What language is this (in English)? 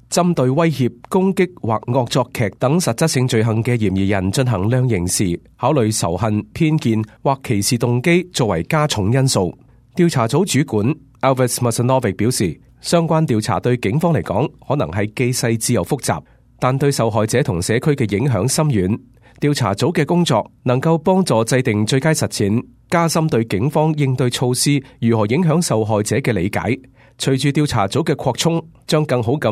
Cantonese